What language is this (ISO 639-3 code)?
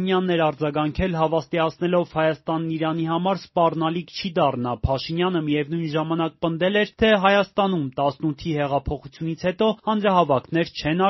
hye